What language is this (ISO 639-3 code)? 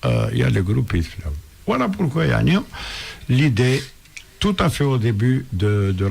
kab